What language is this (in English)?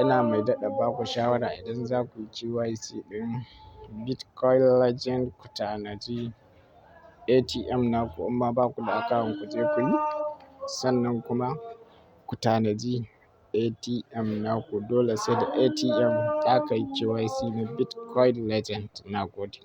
Hausa